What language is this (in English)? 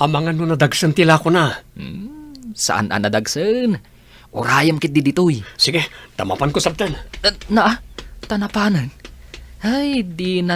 Iloko